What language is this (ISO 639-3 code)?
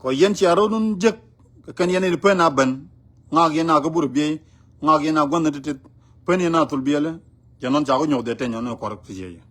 nus